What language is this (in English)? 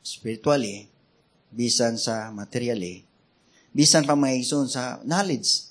Cebuano